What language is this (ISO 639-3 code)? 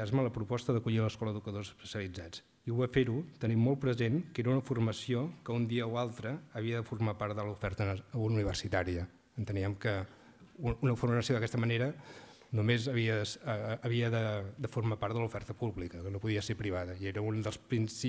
cat